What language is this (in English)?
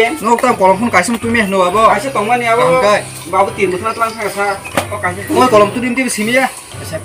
Kok Borok